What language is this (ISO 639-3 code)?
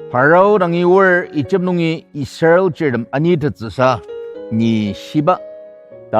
njo